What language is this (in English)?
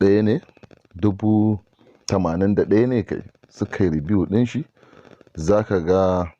Hausa